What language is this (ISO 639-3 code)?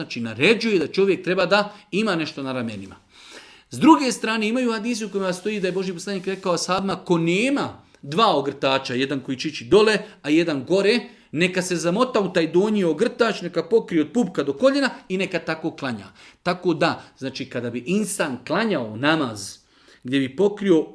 bos